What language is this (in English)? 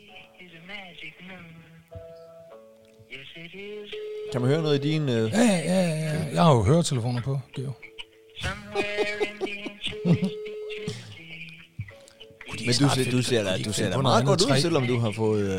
Danish